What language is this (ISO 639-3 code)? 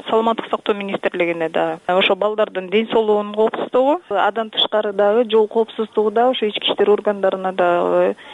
kir